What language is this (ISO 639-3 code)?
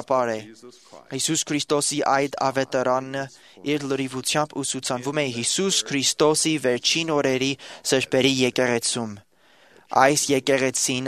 hye